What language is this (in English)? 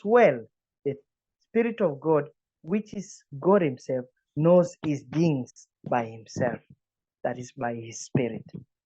English